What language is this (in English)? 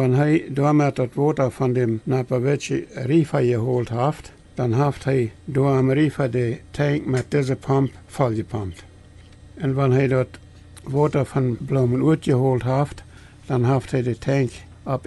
Plautdietsch